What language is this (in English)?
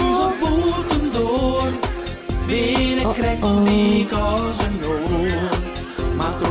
Western Frisian